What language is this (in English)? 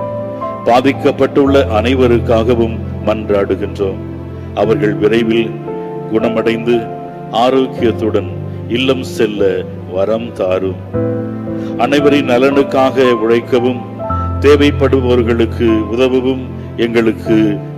Tamil